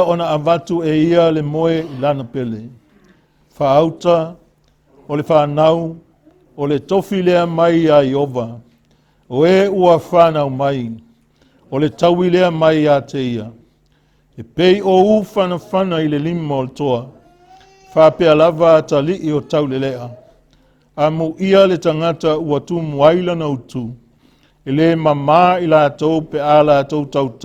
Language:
Samoan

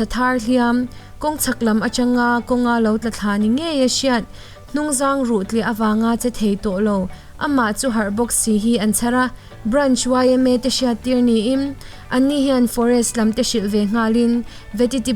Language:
Mizo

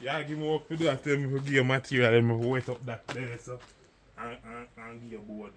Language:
Jamaican Creole English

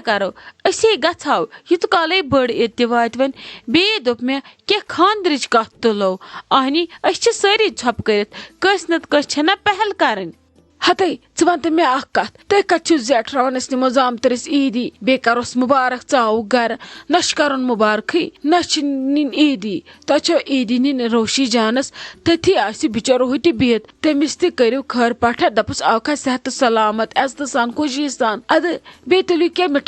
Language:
Kashmiri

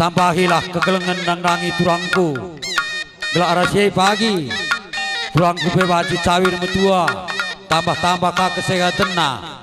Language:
Batak Karo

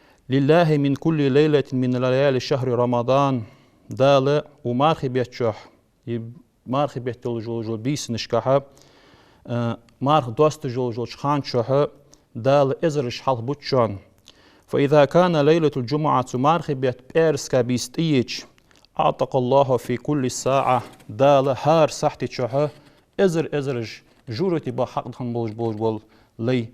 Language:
Ingush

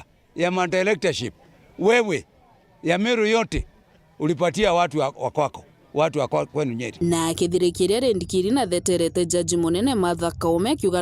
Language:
Meru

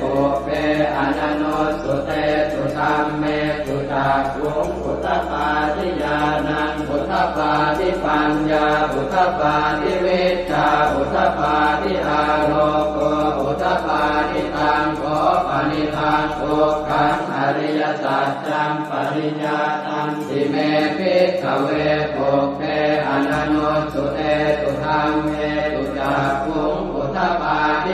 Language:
Pali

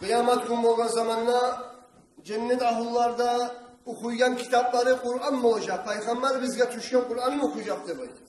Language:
Kumyk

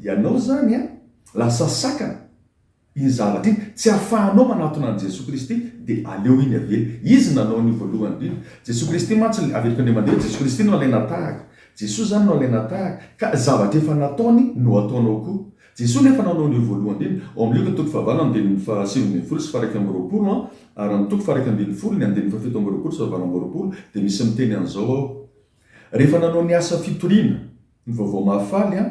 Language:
Malagasy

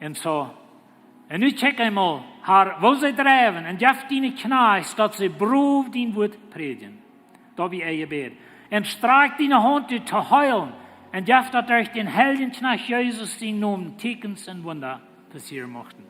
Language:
Plautdietsch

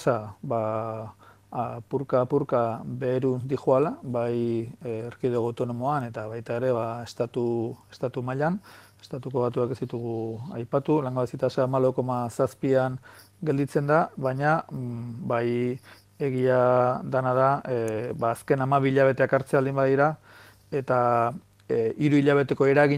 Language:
Basque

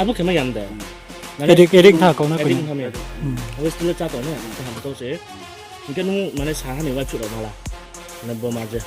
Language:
Riang (India)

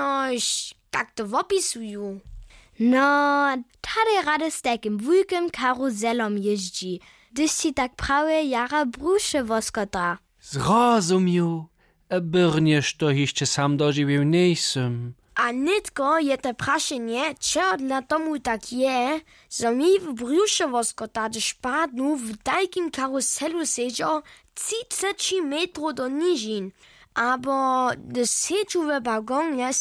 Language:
Upper Sorbian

